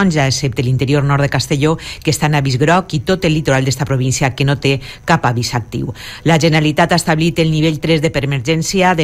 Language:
Catalan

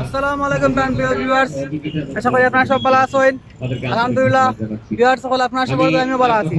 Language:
Sylheti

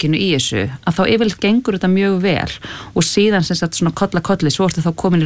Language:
Icelandic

